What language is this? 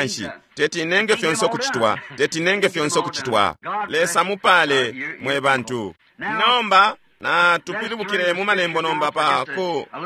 Bemba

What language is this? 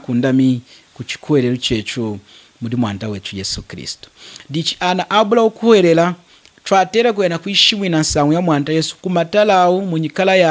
Lunda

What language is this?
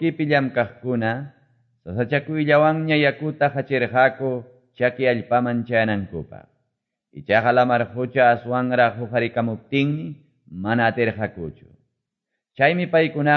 Quechua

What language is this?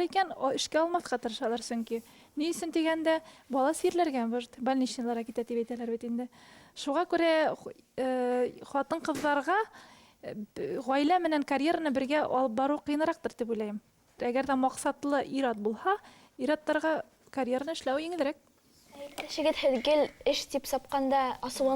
Bashkir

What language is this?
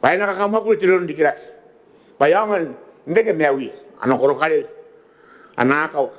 Gilbertese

